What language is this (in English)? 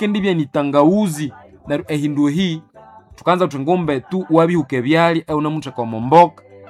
Nande